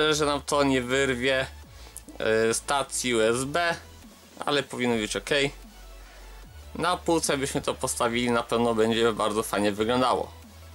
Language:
Polish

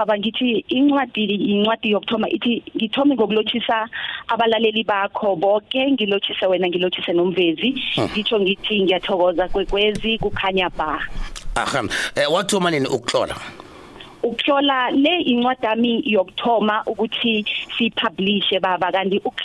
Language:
South Ndebele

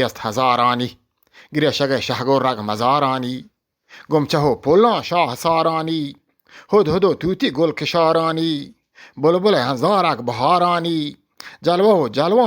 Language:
Eastern Balochi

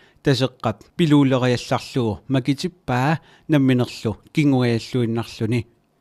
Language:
Kalaallisut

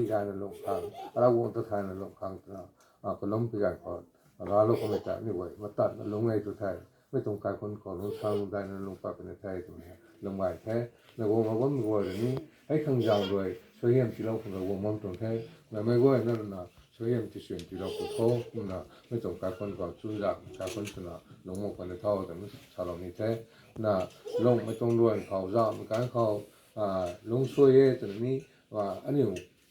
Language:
Rongmei Naga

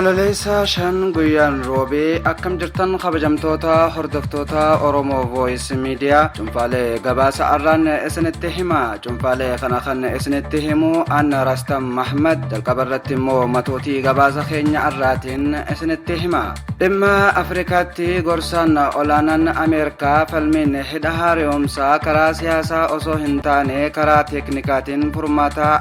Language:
Oromo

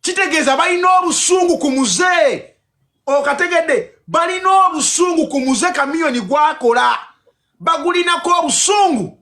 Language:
Ganda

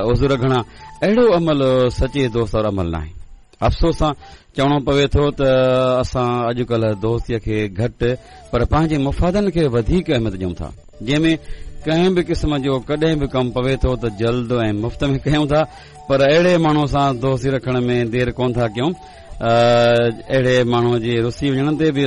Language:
Sindhi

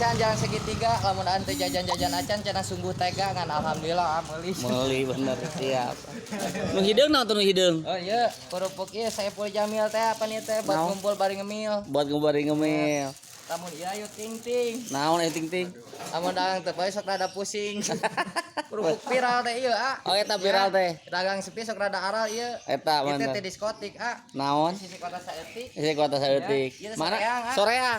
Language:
Sundanese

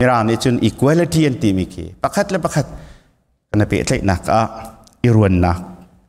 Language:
Hakha Chin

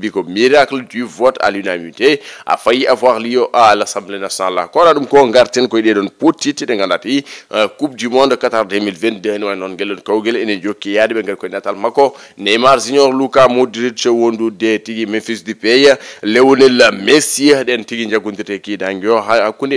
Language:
Fula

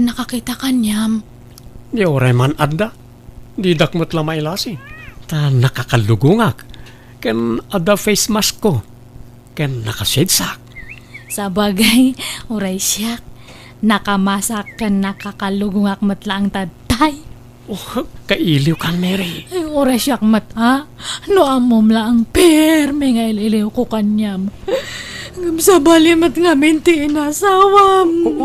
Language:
Iloko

